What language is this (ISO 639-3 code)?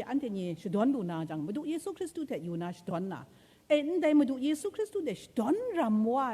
kac